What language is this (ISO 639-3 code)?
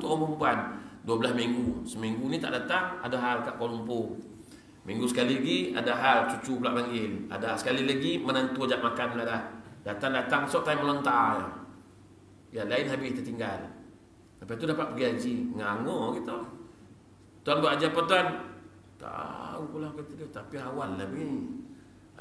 msa